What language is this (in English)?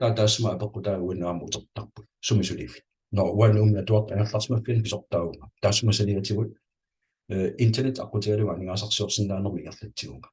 Kalaallisut